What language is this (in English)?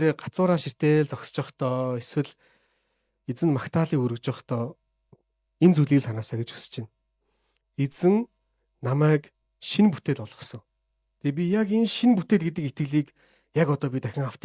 Mongolian